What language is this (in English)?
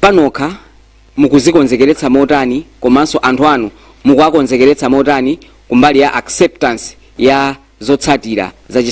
Nyanja